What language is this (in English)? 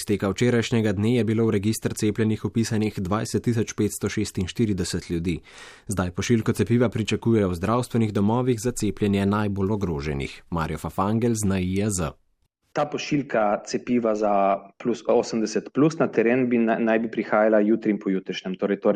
Slovenian